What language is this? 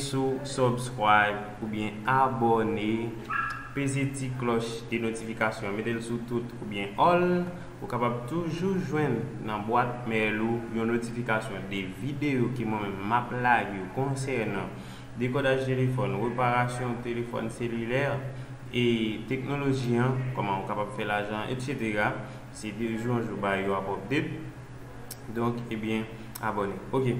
Haitian Creole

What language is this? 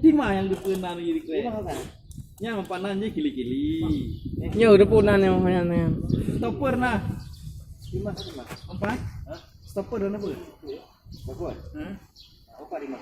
Achinese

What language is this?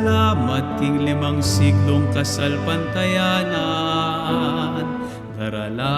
Pampanga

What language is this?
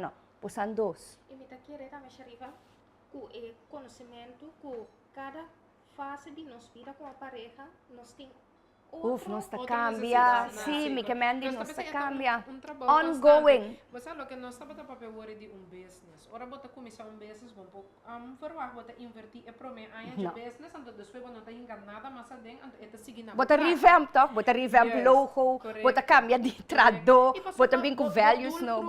Papiamento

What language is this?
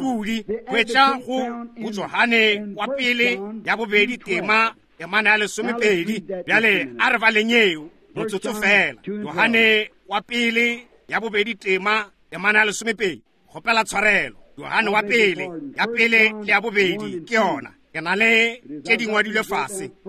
Northern Sotho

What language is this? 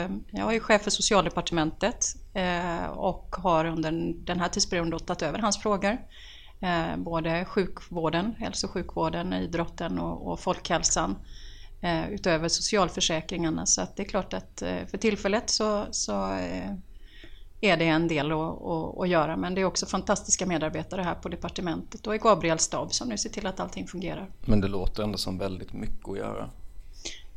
Swedish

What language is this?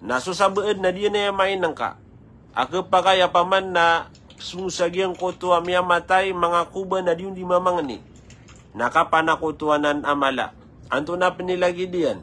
Maranao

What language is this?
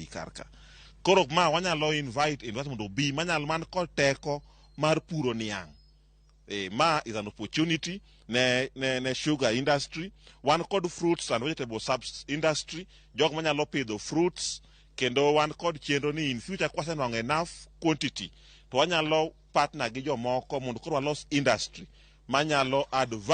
Luo (Kenya and Tanzania)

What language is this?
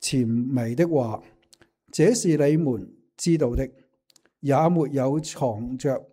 Cantonese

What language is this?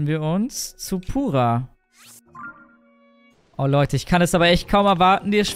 German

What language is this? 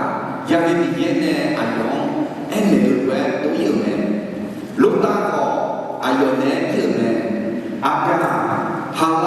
Akha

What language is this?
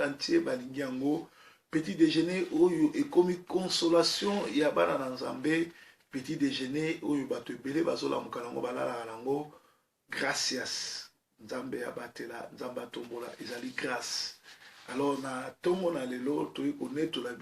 Lingala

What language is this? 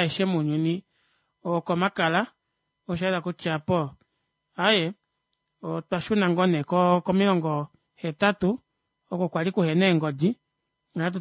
Kuanyama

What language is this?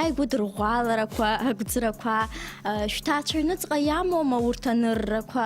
Abkhazian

